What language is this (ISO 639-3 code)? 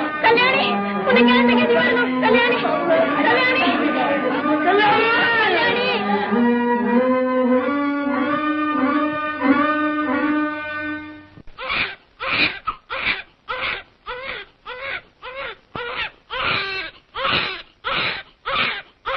tam